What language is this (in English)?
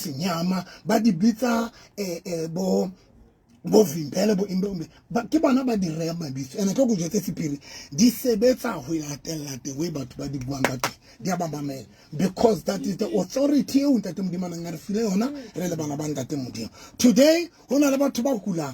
Southern Sotho